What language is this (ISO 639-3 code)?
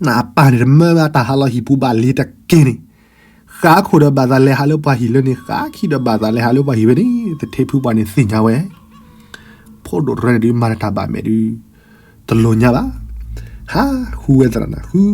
ksw